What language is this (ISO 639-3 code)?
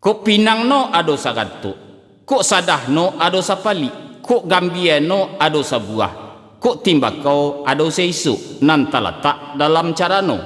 min